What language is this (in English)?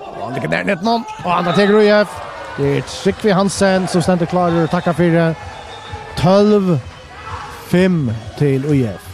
Faroese